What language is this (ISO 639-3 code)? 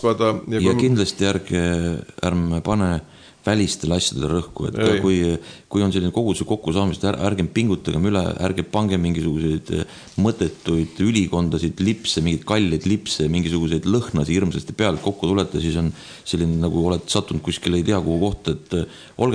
est